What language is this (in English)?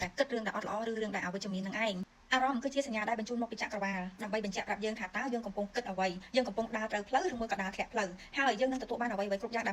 Khmer